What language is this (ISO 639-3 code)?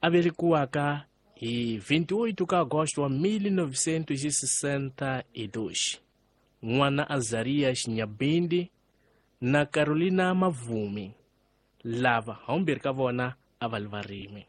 tso